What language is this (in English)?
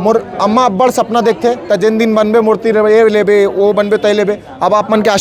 Chhattisgarhi